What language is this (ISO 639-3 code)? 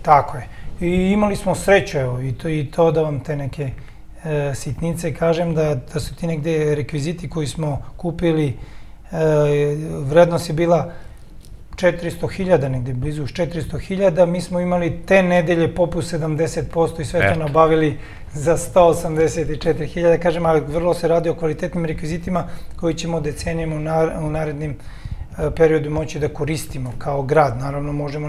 srp